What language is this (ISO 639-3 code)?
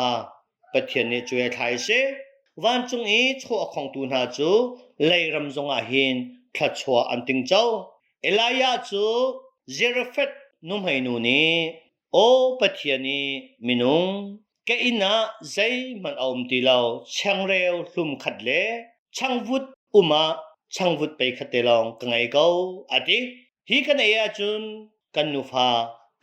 cnh